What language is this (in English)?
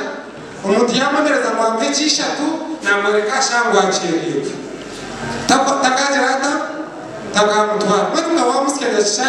Nyankole